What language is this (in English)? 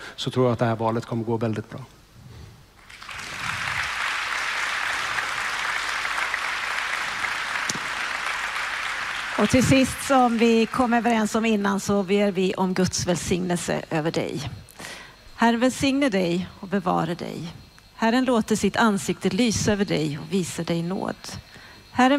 Swedish